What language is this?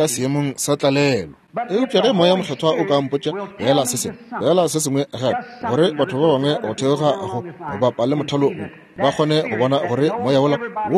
Northern Sotho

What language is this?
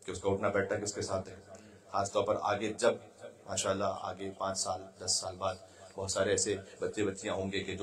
Urdu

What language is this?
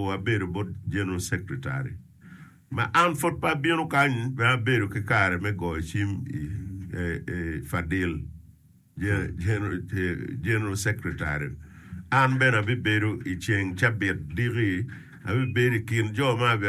Acoli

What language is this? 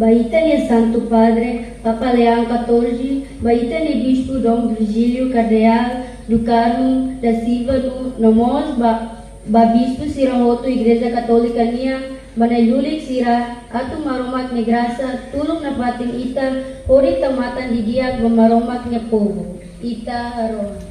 Tetum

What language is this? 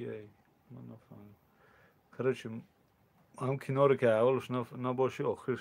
Tajik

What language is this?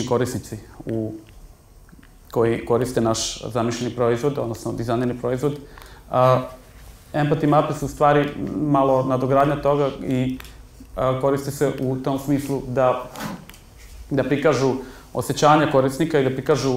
Serbian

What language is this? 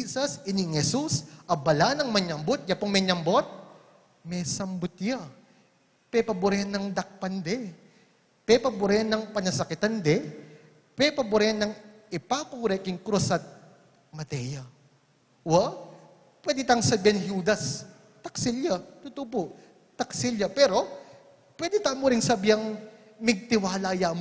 Pampanga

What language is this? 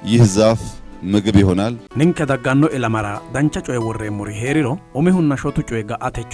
Sidamo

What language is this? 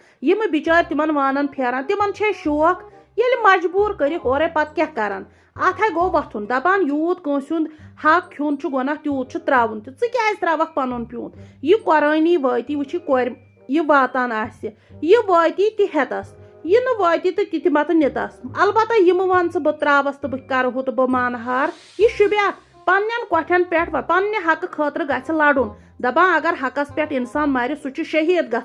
Kashmiri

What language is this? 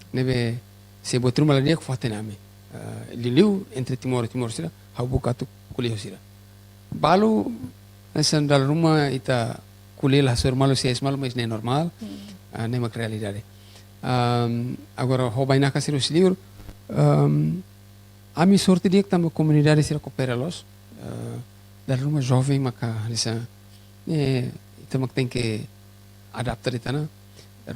Tetum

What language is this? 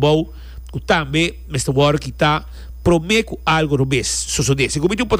Papiamento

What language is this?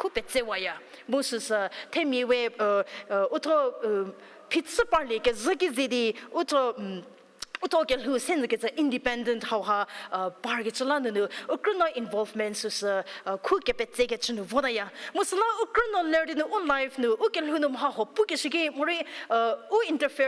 Angami Naga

